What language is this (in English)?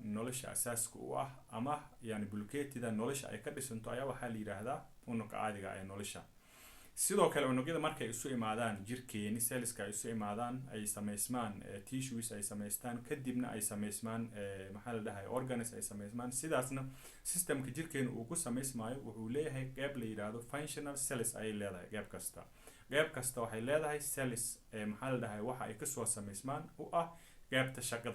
Somali